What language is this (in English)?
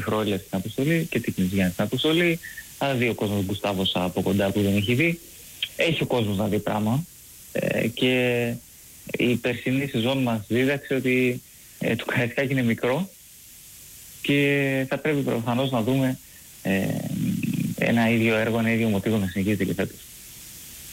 Greek